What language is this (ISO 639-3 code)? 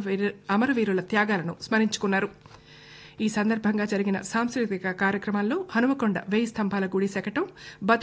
tel